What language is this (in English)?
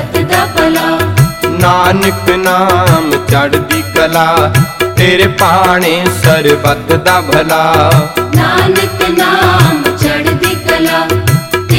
Punjabi